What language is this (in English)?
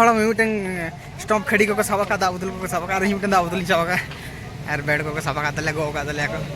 Santali